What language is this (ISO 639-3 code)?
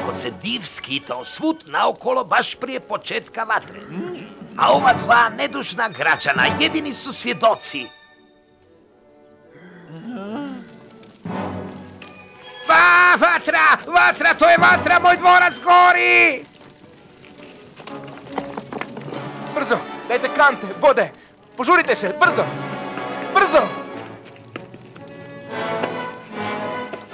hrv